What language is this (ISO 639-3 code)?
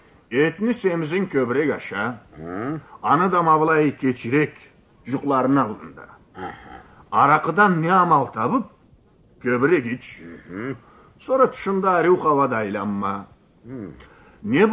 krc